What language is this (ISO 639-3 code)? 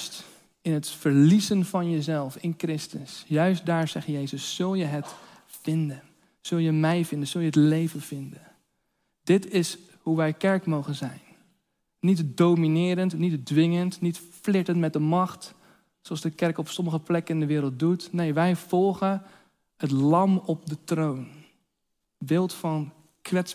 nld